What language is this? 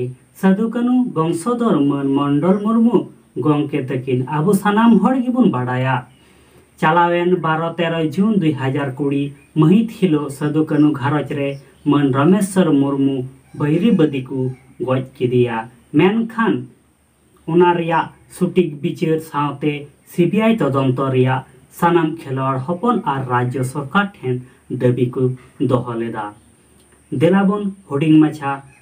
Santali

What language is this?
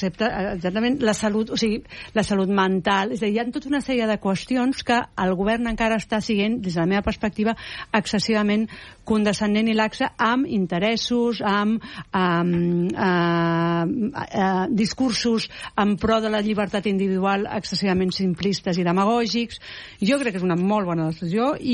Catalan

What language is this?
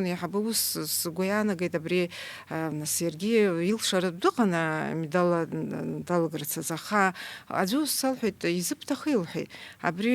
Abkhazian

